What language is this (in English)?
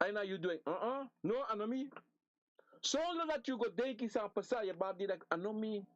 Sranan Tongo